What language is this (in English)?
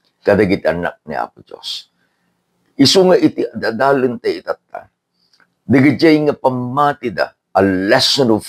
Iloko